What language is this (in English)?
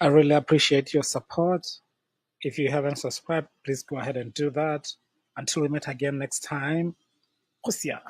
Tswana